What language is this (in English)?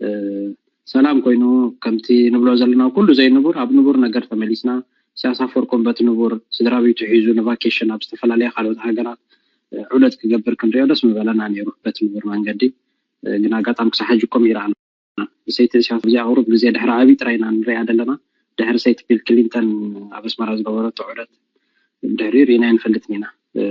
Tigrinya